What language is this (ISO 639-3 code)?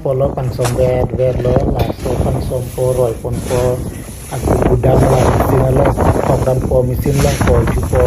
mjw